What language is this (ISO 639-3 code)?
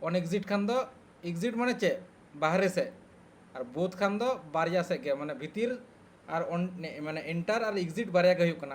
sat